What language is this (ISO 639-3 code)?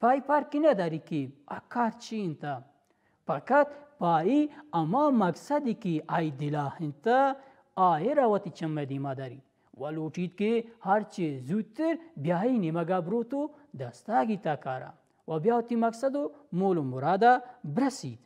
bal